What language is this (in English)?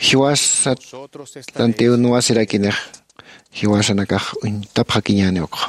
Aymara